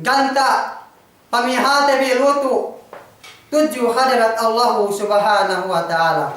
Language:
Yakan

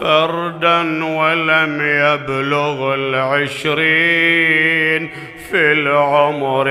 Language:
Mesopotamian Arabic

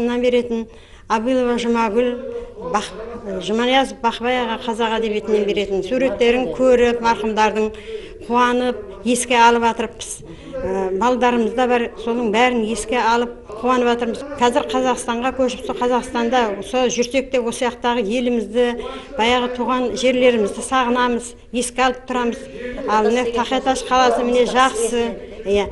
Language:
Kara-Kalpak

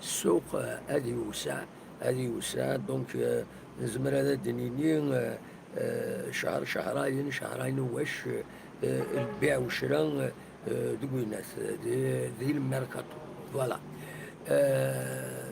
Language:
Kabyle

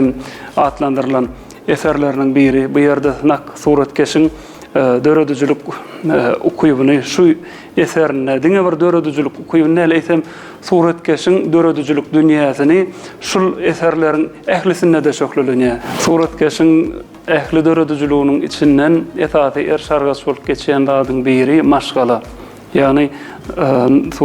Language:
Turkmen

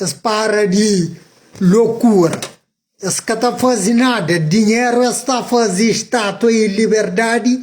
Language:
Kabuverdianu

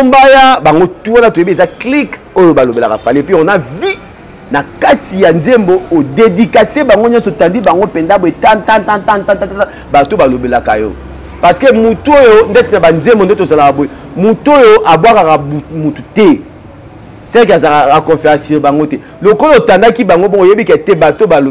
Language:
Lingala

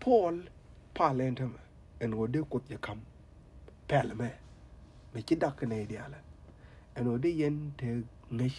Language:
Nuer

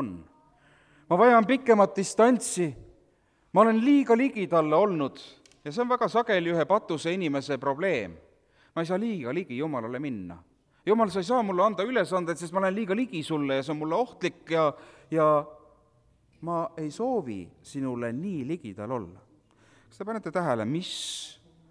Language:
Estonian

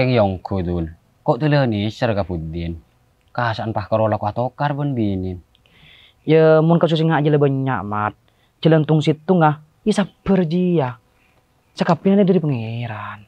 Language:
Madurese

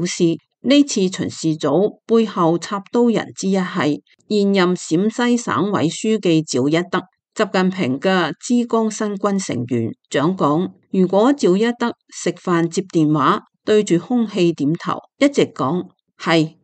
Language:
Cantonese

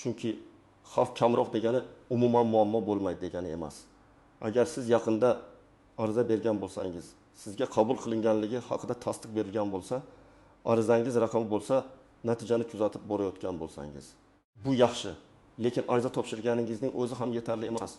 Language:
Uzbek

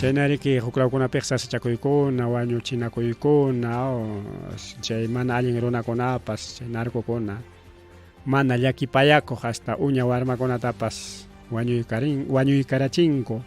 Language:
Ayacucho Quechua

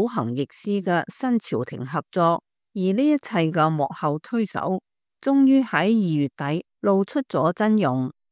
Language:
Cantonese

